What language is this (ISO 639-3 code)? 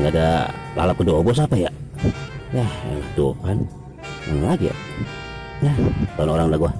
bew